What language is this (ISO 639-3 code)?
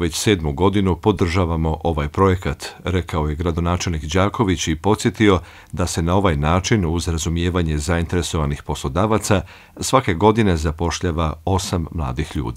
hrv